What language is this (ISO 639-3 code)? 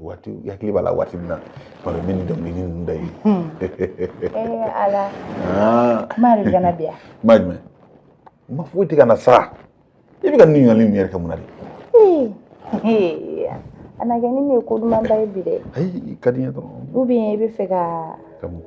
bam